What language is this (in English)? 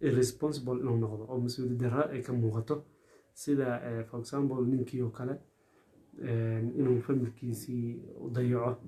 Somali